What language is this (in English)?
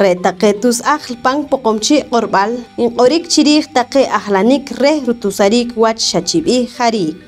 Poqomchi'